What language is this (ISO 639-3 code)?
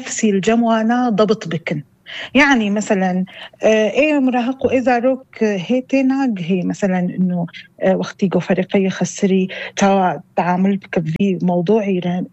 apc